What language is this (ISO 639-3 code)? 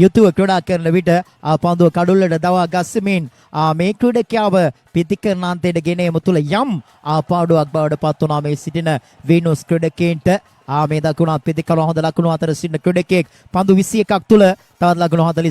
sin